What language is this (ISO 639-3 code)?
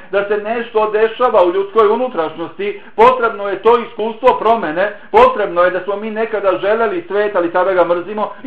bos